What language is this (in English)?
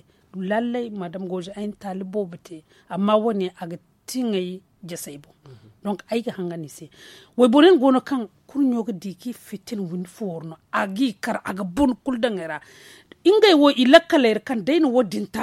Zarma